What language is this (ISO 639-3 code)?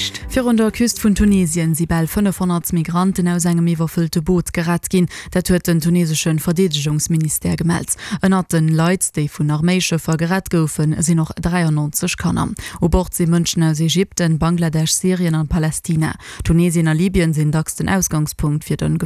ltz